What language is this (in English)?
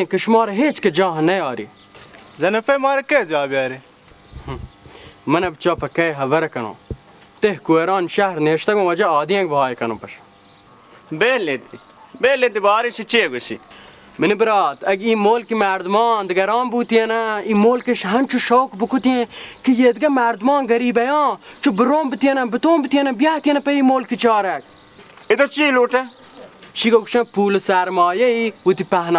Baluchi